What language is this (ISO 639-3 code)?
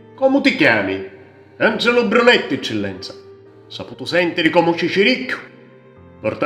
scn